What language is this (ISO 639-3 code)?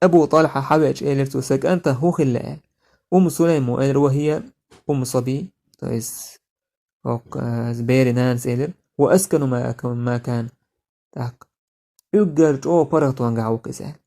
che